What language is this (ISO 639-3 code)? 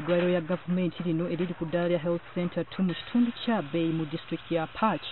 lug